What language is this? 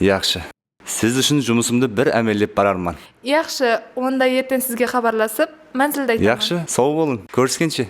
Kara-Kalpak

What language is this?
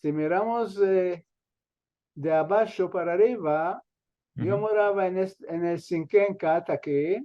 Ladino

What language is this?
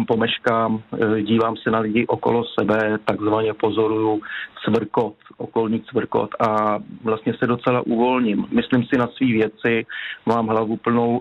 Czech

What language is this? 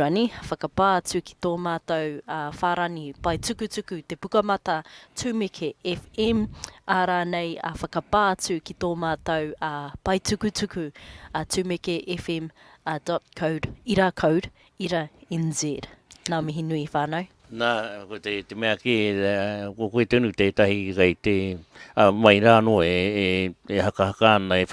Māori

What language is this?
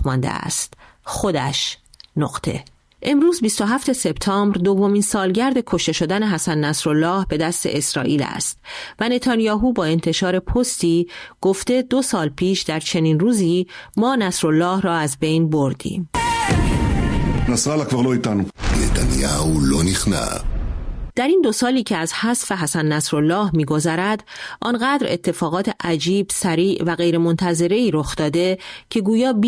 Persian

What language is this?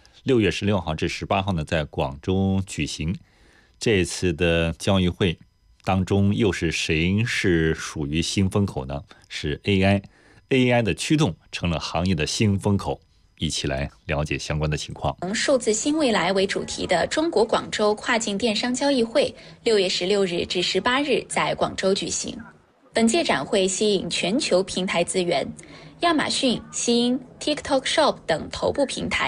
Chinese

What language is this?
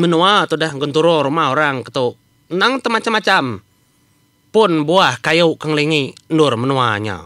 Iban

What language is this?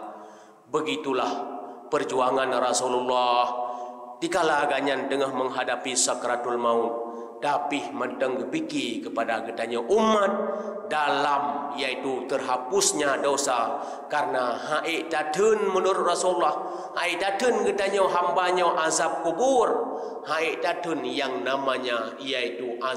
Achinese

